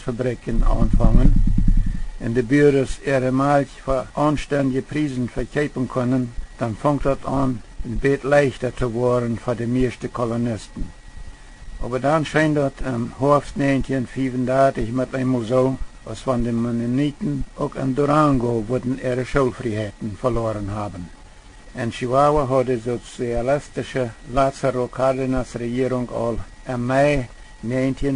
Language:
Plautdietsch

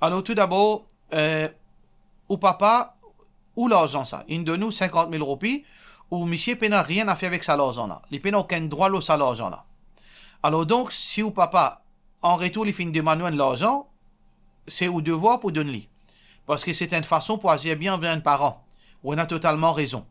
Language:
Morisyen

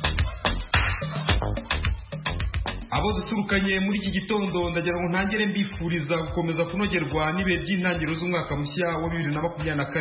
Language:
Kinyarwanda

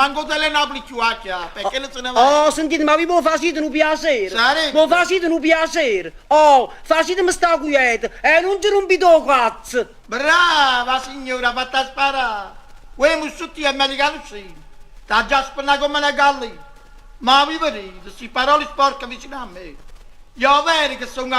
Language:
Neapolitan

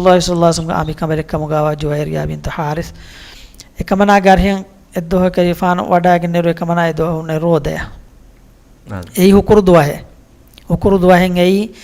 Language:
Divehi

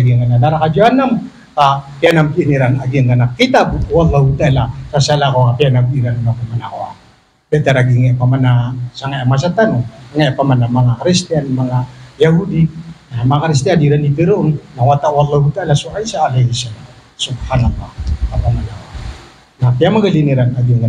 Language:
Maranao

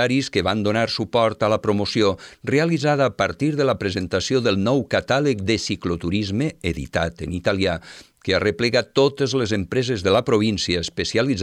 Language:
Catalan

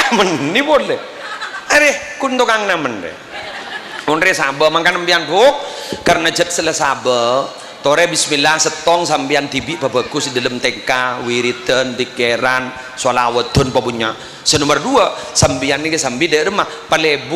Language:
Madurese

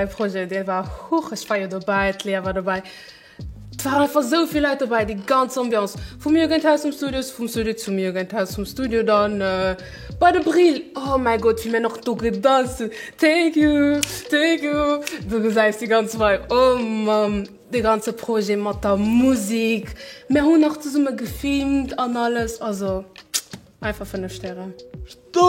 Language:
Luxembourgish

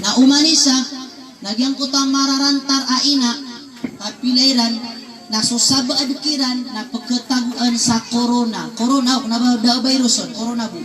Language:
Maranao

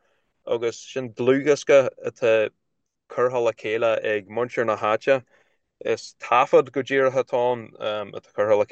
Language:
Irish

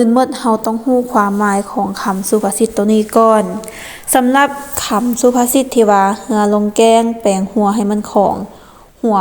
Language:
Lao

